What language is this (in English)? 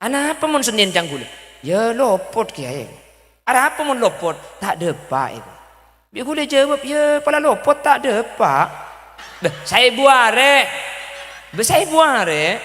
Madurese